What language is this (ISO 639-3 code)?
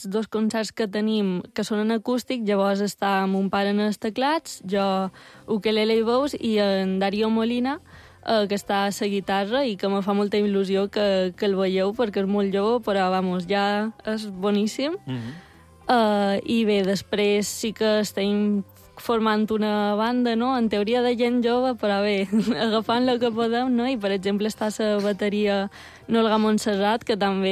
cat